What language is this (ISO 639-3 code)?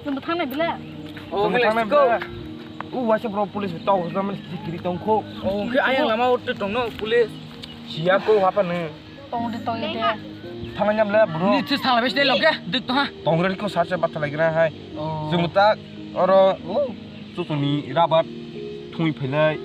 trp